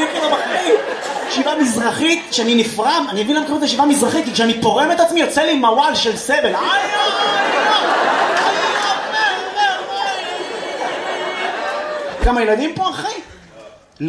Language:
Hebrew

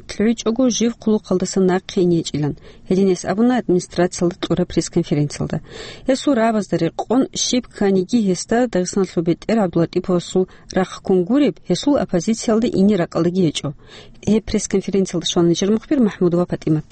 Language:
Avaric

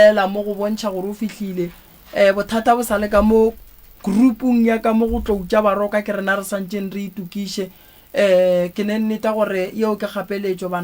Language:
Northern Sotho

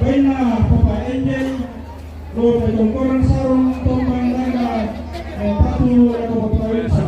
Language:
Toraja-Sa'dan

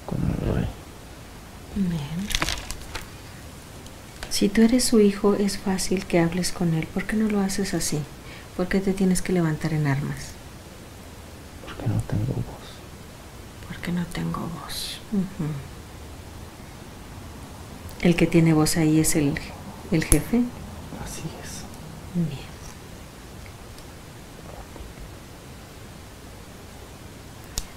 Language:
Spanish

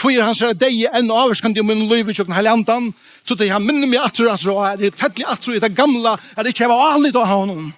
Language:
Faroese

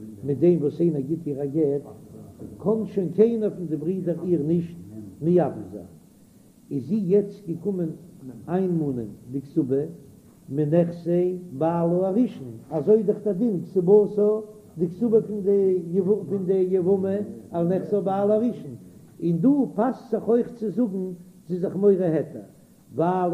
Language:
Yiddish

